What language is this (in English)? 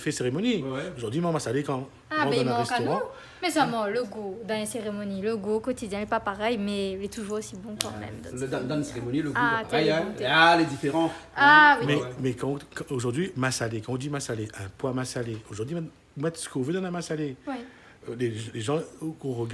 Réunion Creole French